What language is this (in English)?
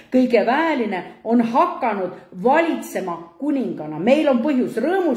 Estonian